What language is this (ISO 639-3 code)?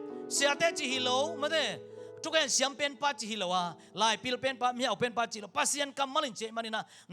ctd